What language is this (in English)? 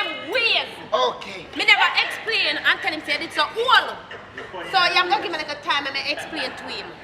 Jamaican Creole English